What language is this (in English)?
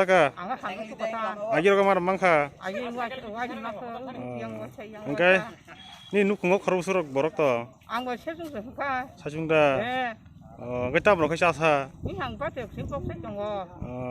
Kok Borok